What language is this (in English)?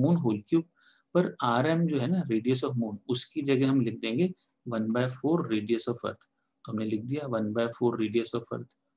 Hindi